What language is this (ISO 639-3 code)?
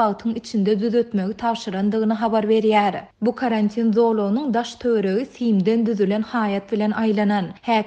tuk